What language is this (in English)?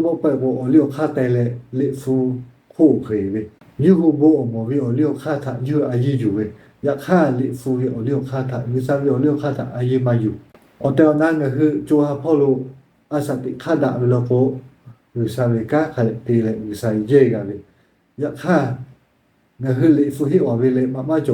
Lahu